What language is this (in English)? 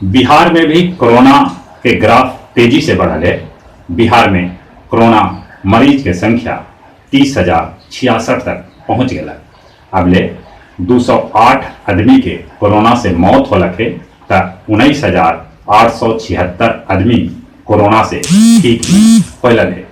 Magahi